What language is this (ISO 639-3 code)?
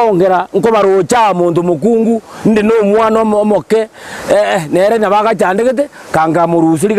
guz